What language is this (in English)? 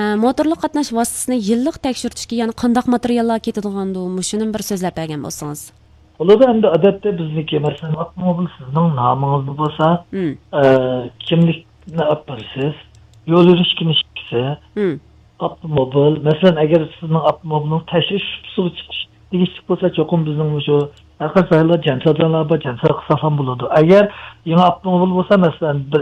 Uyghur